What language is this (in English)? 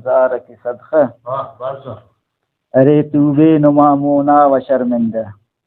Brahui